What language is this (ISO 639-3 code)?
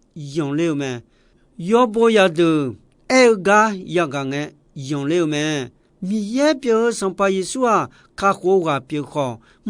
ahk